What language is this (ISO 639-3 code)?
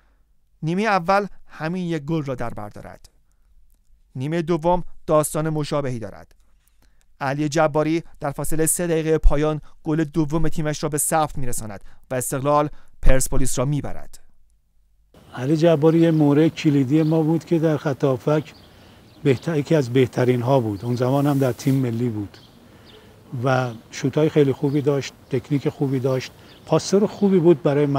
fas